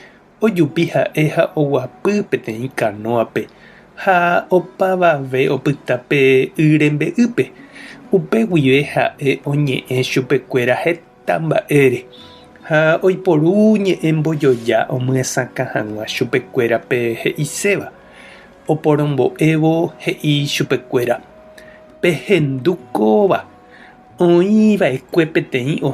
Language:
Guarani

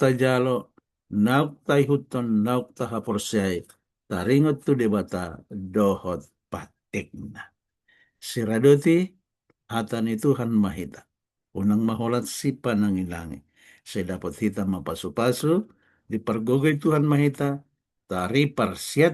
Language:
Batak Toba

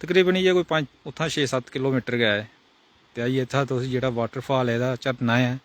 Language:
Dogri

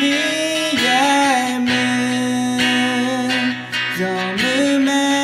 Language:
Akha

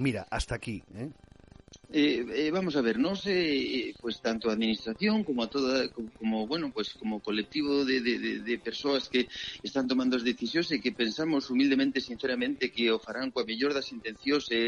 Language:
Galician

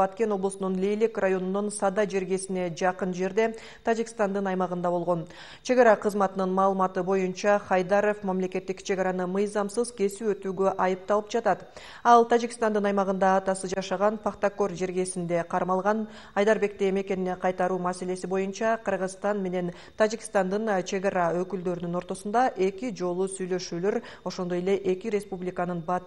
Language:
Kyrgyz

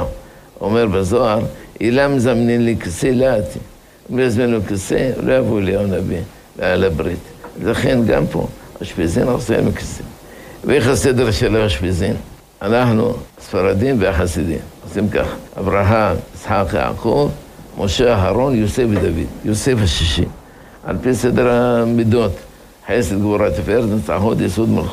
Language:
Hebrew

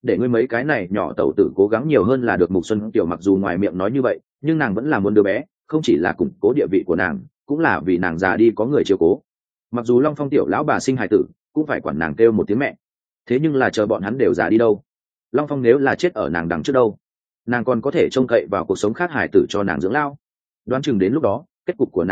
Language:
Vietnamese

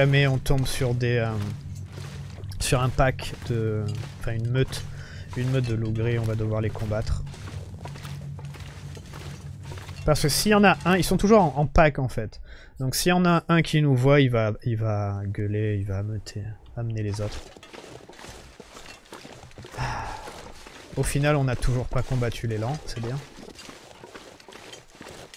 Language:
French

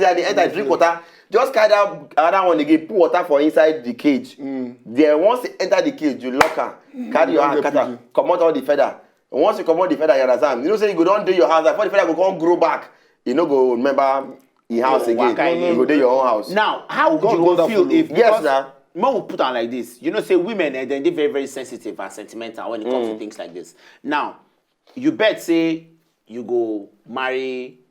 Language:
Nigerian Pidgin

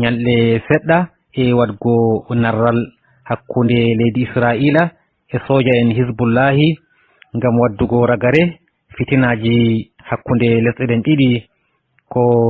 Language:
Nigerian Fulfulde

